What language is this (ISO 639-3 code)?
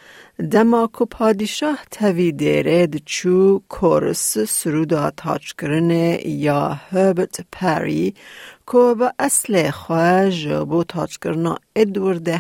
kur